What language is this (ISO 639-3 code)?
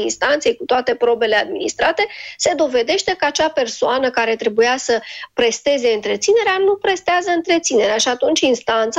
ron